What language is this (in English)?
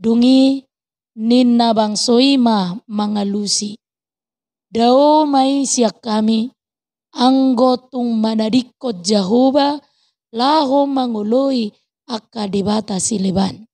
Batak Toba